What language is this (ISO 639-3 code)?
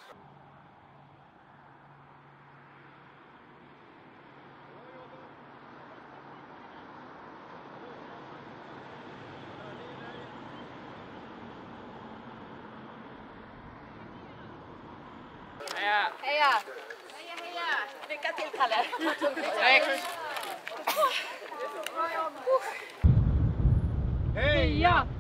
swe